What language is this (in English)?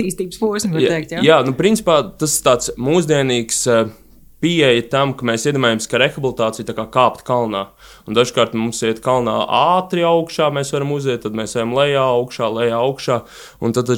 Latvian